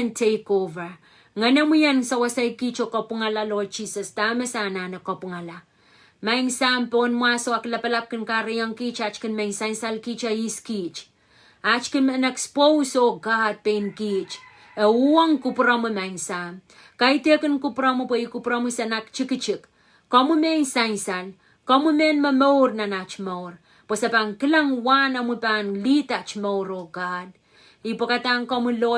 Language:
Pohnpeian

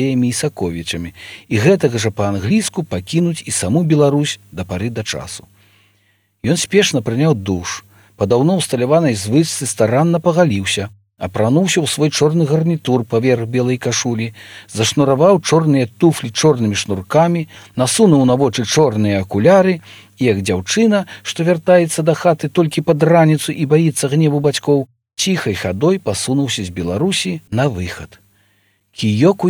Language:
Belarusian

